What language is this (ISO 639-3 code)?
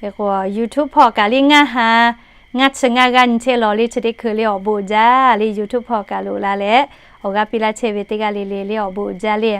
lhu